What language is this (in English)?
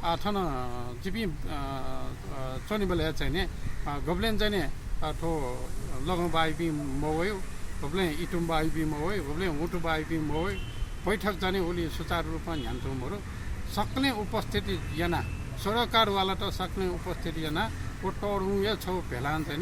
Newari